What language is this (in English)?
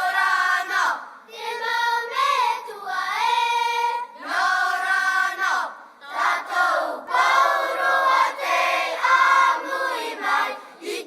Tahitian